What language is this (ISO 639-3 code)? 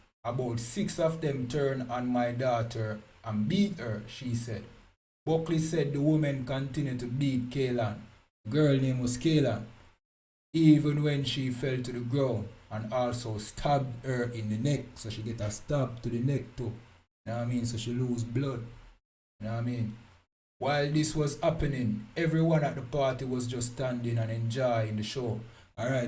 jam